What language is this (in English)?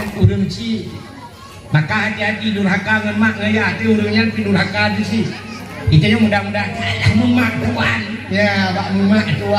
Achinese